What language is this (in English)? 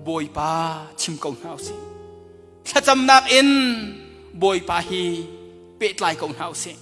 Hakha Chin